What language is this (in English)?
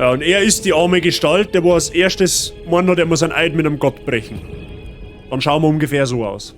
Bavarian